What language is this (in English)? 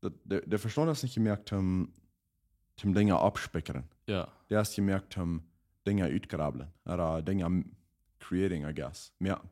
Plautdietsch